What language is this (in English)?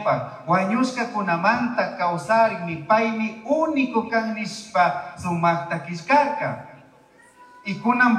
Chimborazo Highland Quichua